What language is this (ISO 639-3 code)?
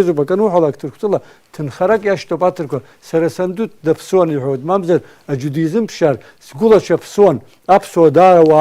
abk